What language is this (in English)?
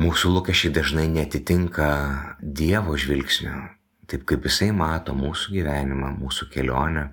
Lithuanian